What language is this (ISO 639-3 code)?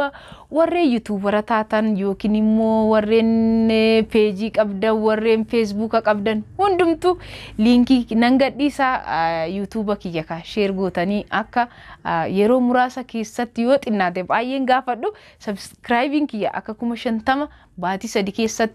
orm